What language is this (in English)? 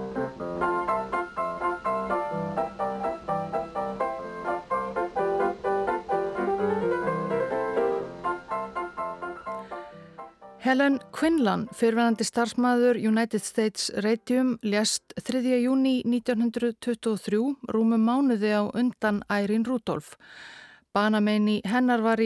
Icelandic